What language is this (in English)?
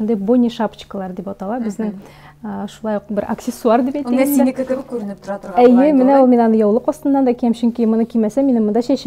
Tatar